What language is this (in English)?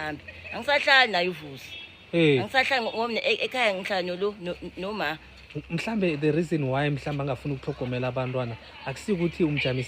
Zulu